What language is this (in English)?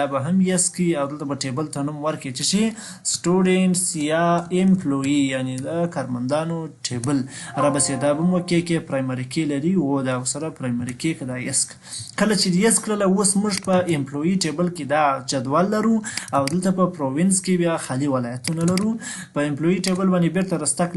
Pashto